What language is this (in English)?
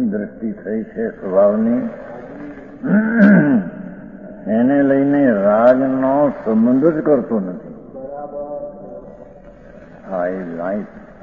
Gujarati